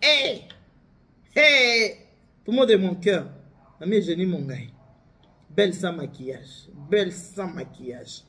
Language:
Lingala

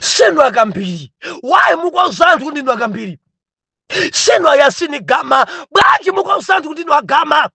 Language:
Nyanja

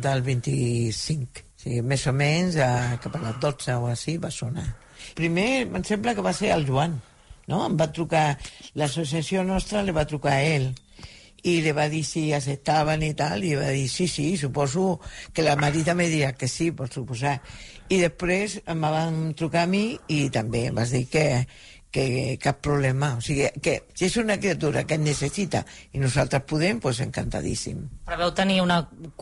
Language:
Catalan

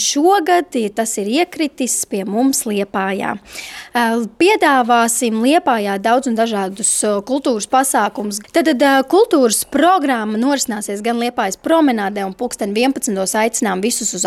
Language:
Latvian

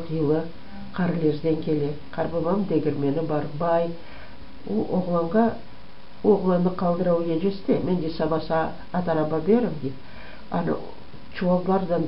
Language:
Crimean Tatar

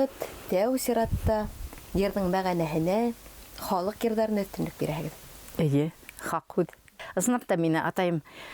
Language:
Bashkir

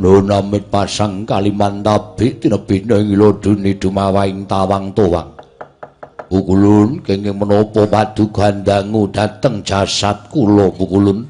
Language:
Javanese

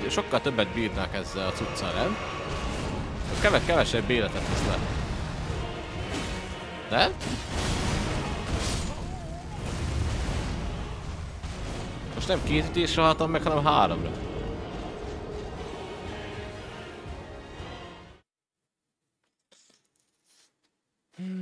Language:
Hungarian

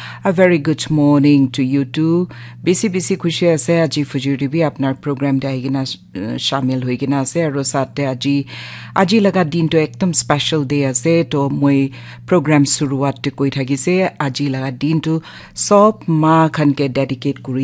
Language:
Naga Pidgin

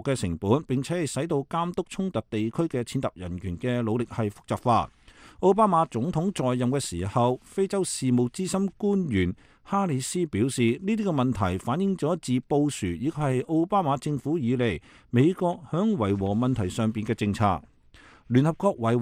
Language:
Cantonese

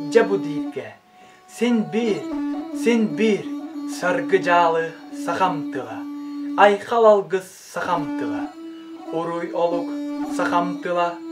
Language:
Yakut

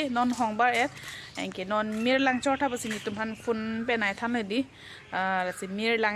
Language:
Karbi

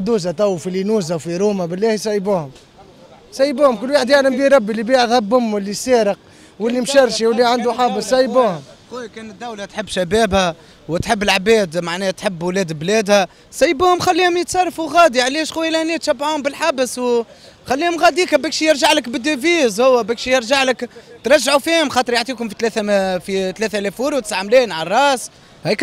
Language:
Tunisian Arabic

